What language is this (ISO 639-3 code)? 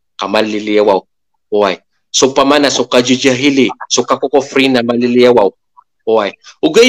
mrw